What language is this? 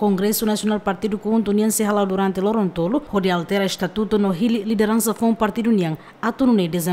Tetum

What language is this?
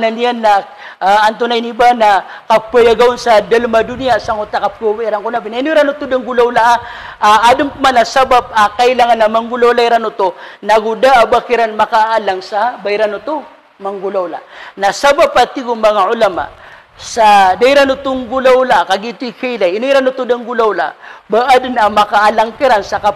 Maranao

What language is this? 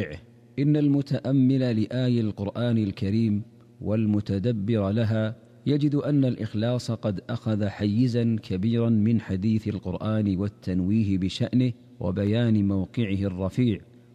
Arabic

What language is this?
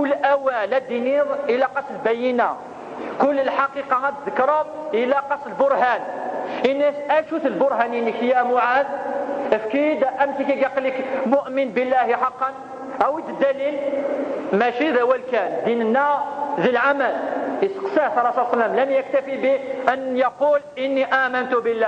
Kabyle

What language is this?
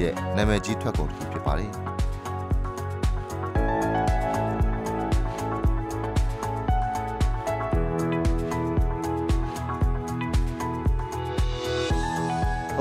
Burmese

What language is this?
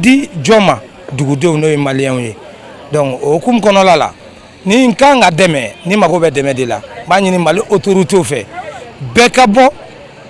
Bambara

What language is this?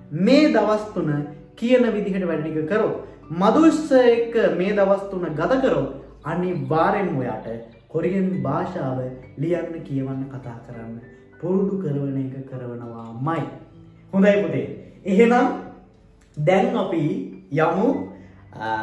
Sinhala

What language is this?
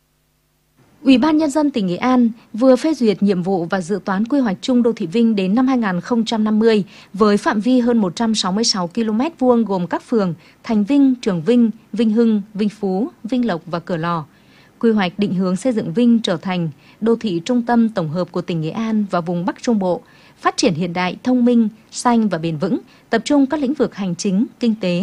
Vietnamese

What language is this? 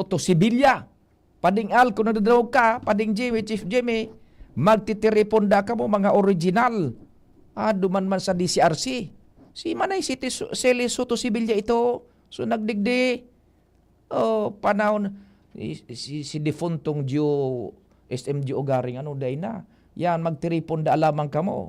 Bikol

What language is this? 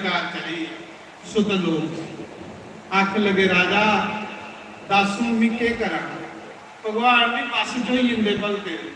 Dogri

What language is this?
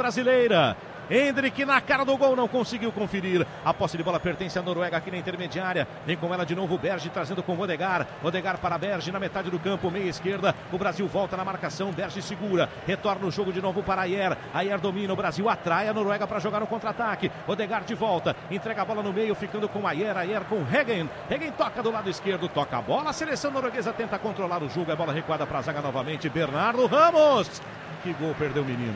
Portuguese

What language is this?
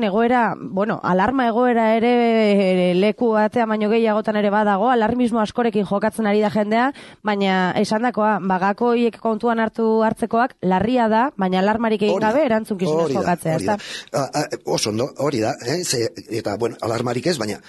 Basque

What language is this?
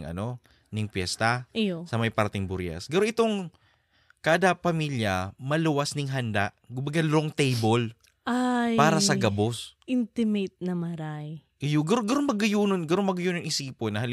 Bikol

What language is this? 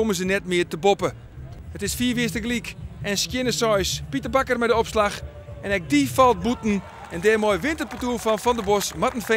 Western Frisian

